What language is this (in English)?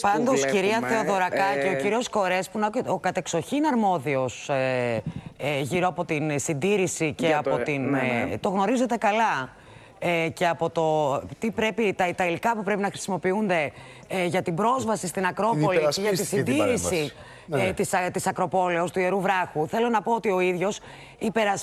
Greek